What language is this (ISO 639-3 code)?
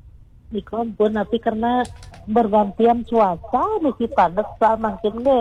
ban